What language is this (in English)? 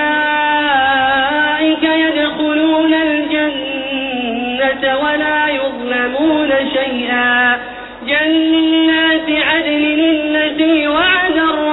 Arabic